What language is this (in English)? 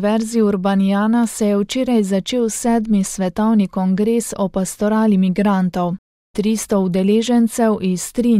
Slovenian